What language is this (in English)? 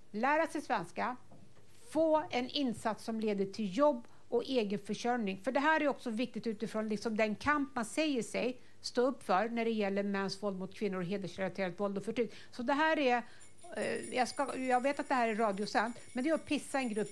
Swedish